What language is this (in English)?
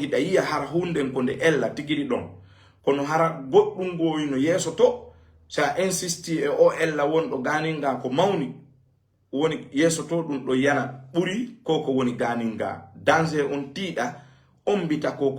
Fula